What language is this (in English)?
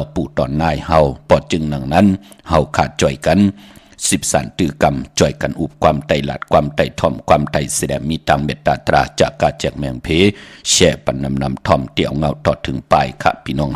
Shan